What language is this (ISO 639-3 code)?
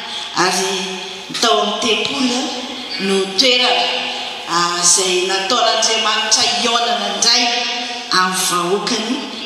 mlg